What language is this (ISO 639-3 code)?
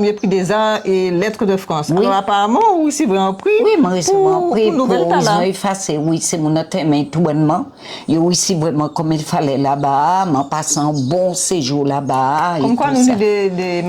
gcf